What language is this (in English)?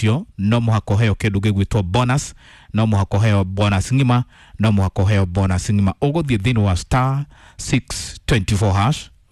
Kikuyu